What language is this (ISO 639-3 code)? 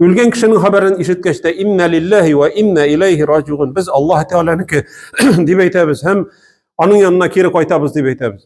tat